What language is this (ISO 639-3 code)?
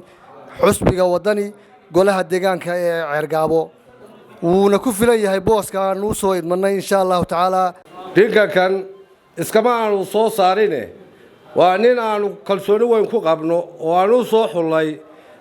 som